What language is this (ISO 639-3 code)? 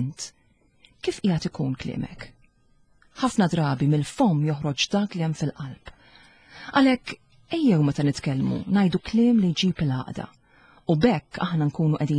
mlt